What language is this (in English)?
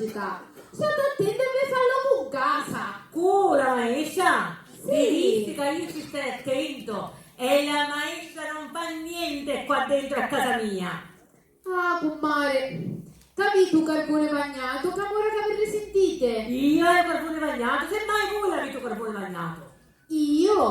Sicilian